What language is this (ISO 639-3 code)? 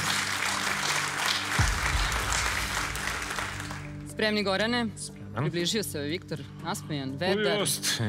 srp